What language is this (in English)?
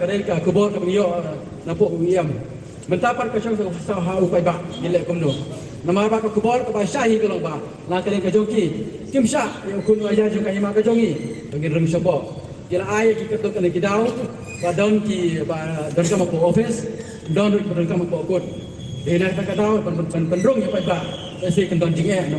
Khasi